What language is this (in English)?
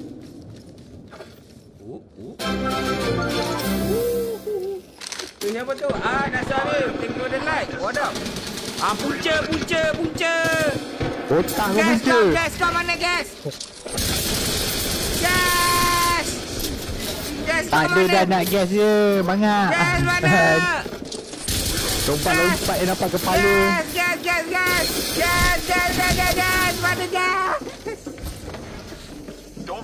Malay